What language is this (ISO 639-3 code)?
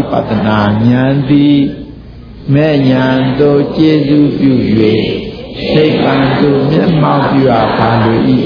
mya